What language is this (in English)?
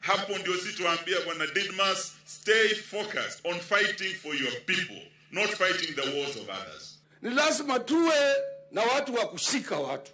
Luo (Kenya and Tanzania)